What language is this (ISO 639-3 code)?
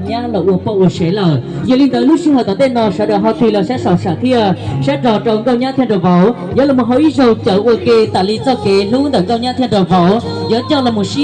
hmn